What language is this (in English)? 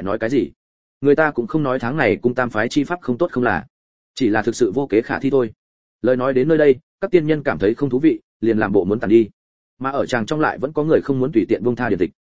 Vietnamese